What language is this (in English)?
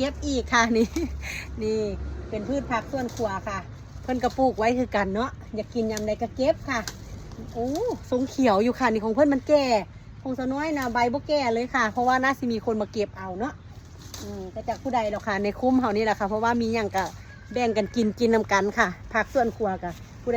Northeastern Thai